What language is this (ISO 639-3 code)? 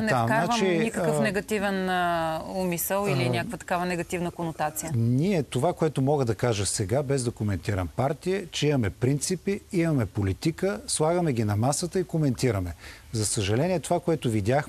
bul